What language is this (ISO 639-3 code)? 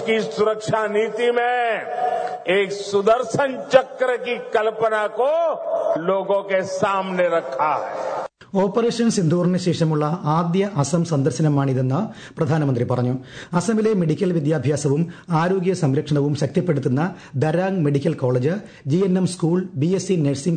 mal